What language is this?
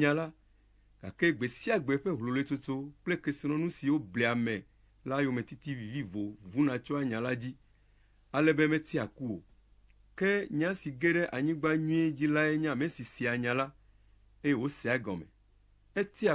Ewe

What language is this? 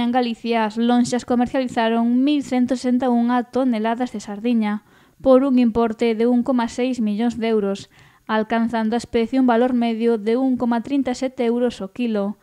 Galician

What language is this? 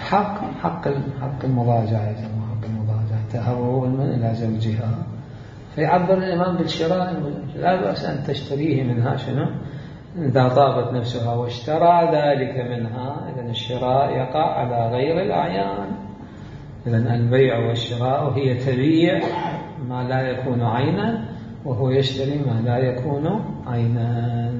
Mesopotamian Arabic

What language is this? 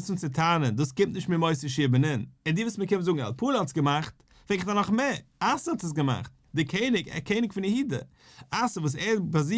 Yiddish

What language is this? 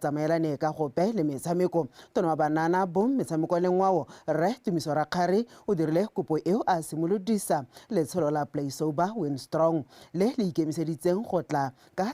Tswana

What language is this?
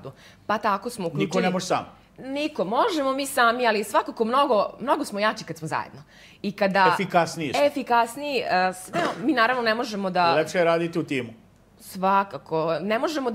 Serbian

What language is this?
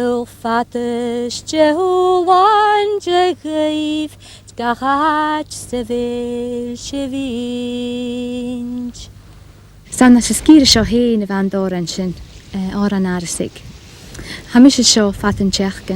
Scottish Gaelic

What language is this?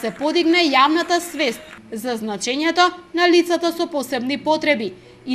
Macedonian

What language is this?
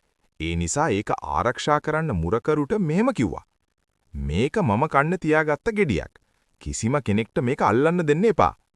Sinhala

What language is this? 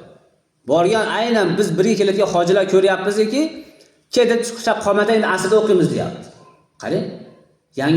Uzbek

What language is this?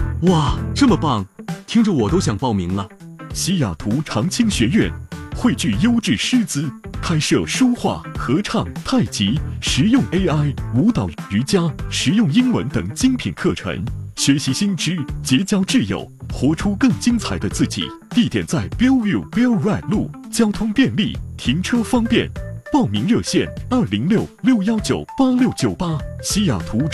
Chinese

